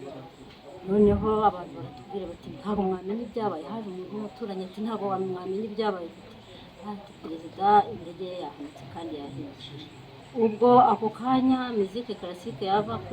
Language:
Kinyarwanda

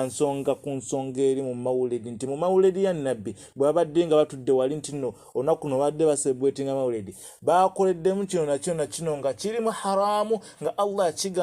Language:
Ganda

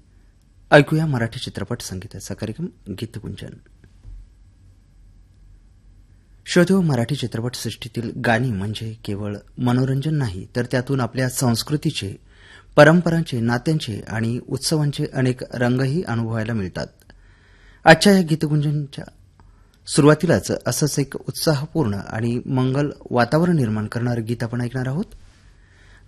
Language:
Marathi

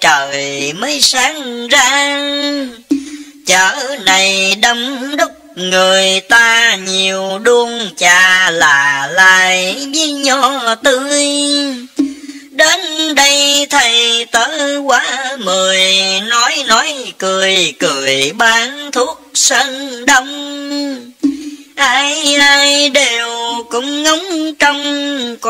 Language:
Vietnamese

